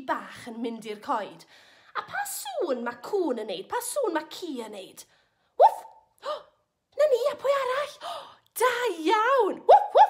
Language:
Welsh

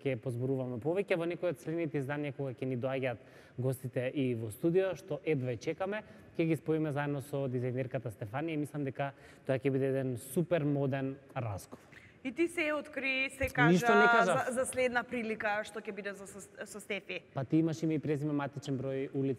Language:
Macedonian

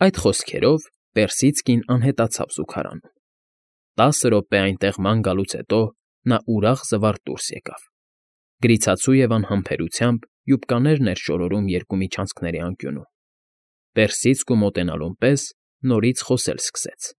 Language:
Armenian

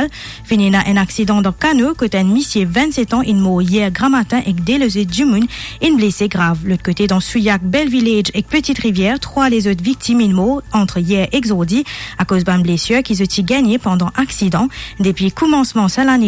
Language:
Morisyen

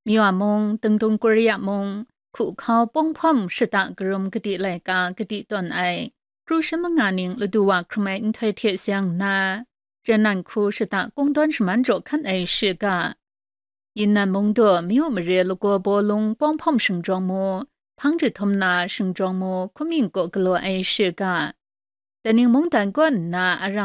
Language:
Kachin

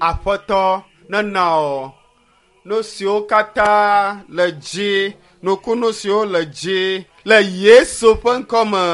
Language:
Ewe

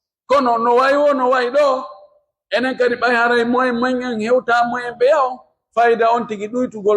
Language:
Pular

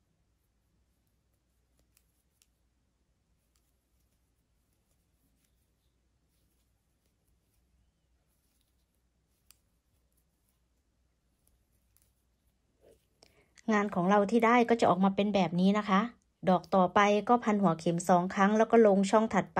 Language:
Thai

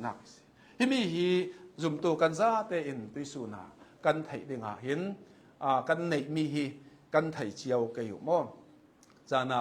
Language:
Hakha Chin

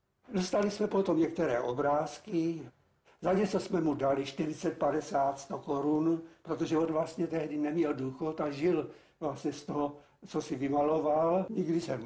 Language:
Czech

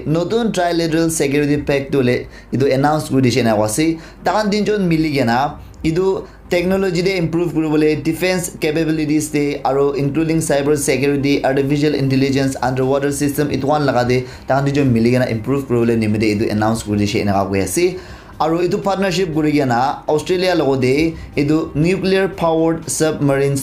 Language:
Naga Pidgin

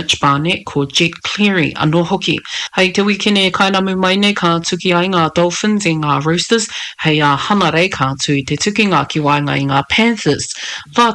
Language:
Māori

